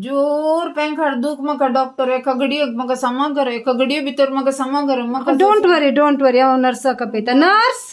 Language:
Konkani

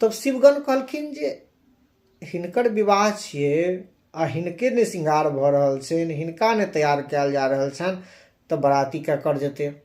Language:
Maithili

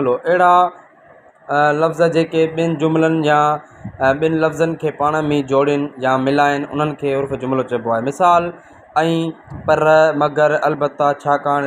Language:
Sindhi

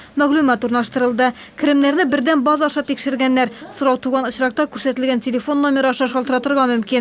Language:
Tatar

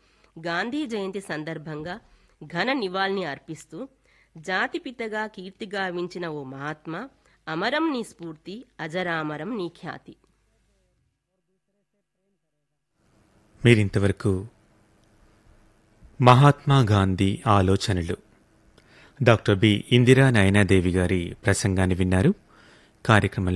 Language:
Telugu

